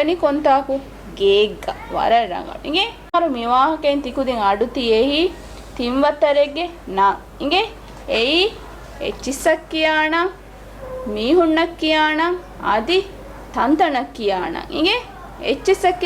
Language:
Divehi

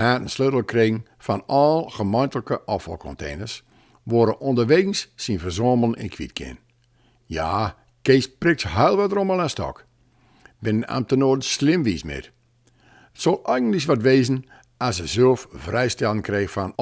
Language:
Gronings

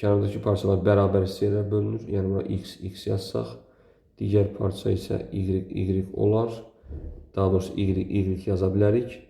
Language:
Azerbaijani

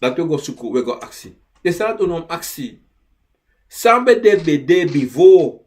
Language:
Sranan Tongo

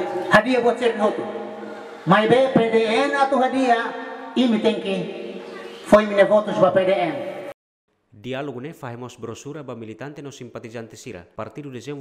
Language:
Tetum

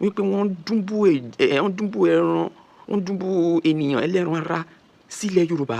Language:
Yoruba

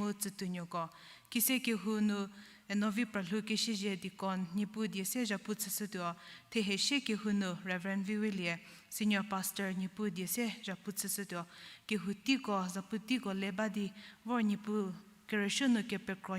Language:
Angami Naga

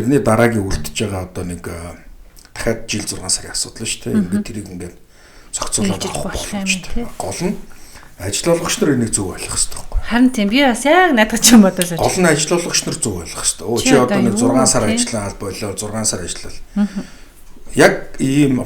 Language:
Mongolian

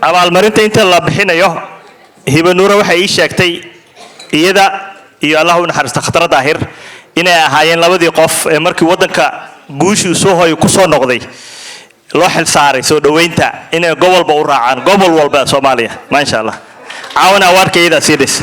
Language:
Somali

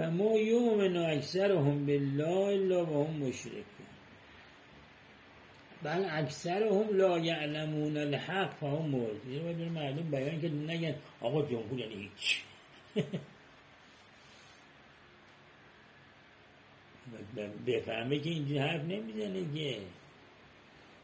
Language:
Persian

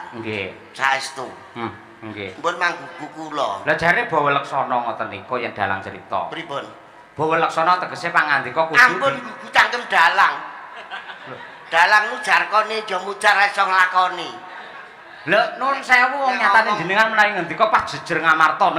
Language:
Javanese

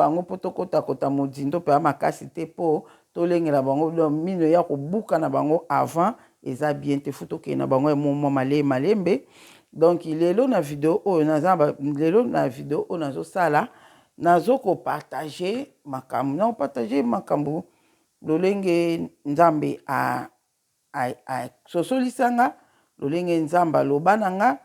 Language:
Lingala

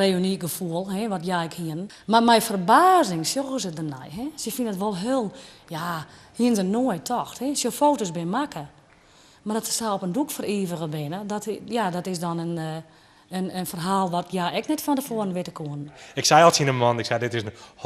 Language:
Western Frisian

